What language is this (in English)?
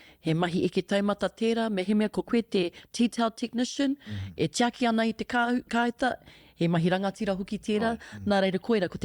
Māori